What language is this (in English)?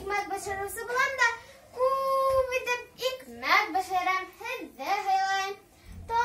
Bashkir